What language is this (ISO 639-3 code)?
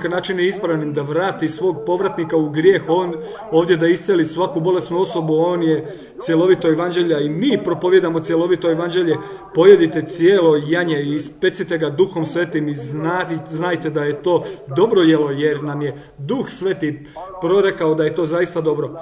hrv